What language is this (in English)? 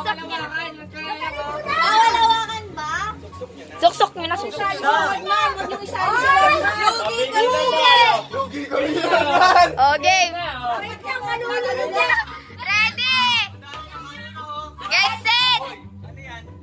Filipino